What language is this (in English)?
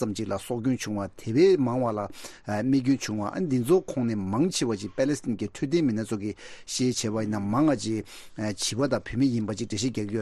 Tibetan